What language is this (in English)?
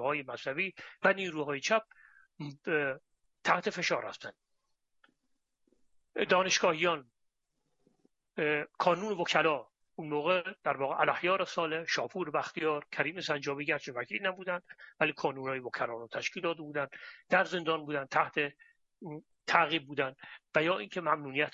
Persian